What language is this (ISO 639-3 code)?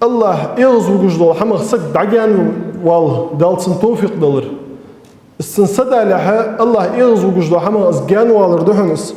inh